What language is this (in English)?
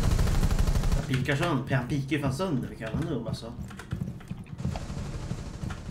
Swedish